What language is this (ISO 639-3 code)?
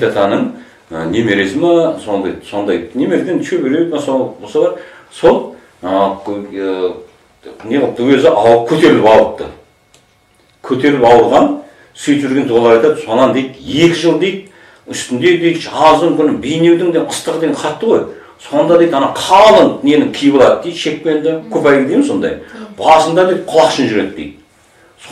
kaz